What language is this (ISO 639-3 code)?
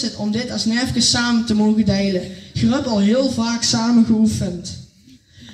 lim